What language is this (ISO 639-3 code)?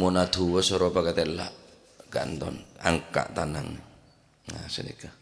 mad